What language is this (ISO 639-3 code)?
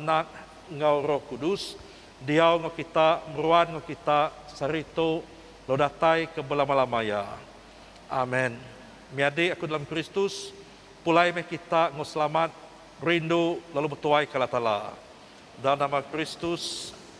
iba